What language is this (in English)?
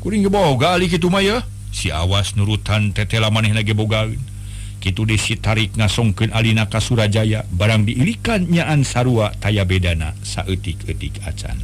Sundanese